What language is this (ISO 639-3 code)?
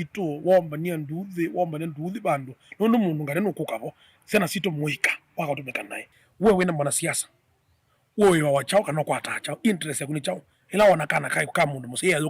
kam